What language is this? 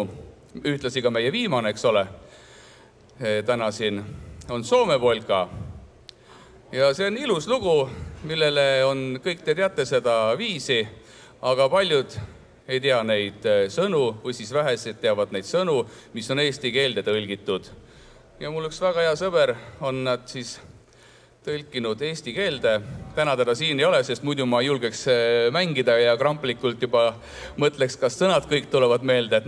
Estonian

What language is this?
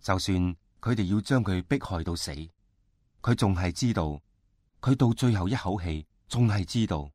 Cantonese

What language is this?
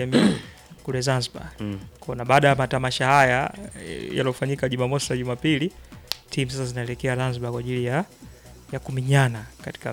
Swahili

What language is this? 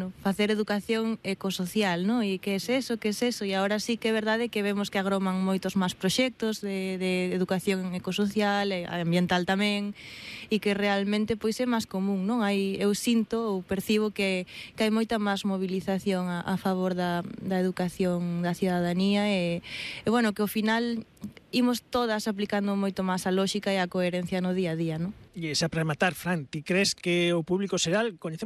Galician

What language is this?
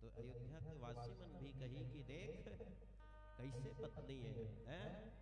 Chhattisgarhi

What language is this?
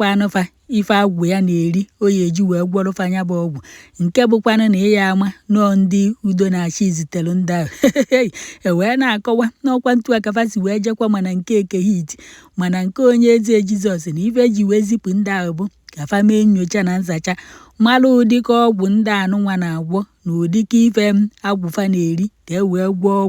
Igbo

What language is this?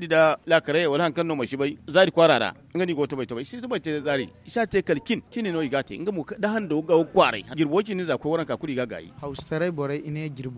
Zarma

